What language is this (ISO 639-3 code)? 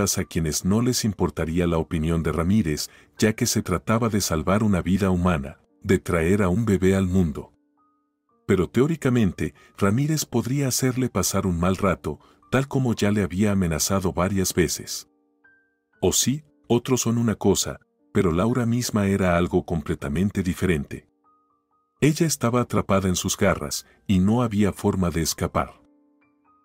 spa